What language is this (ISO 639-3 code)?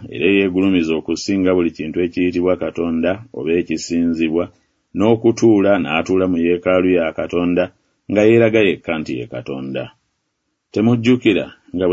lug